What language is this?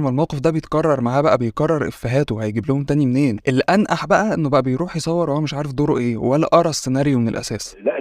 Egyptian Arabic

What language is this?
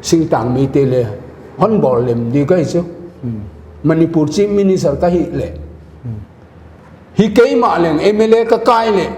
Paite Chin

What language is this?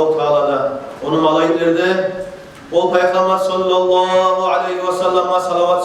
Kumyk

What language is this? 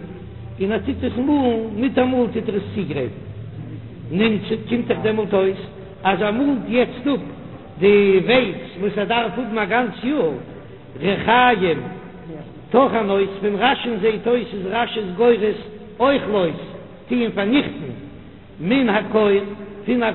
Yiddish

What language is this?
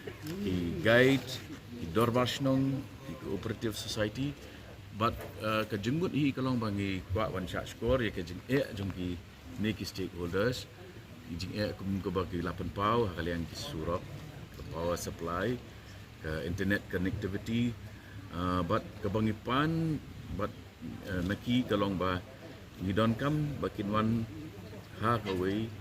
Khasi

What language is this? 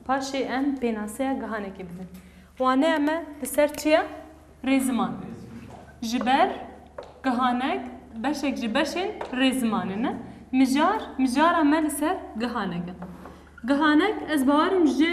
Kurdish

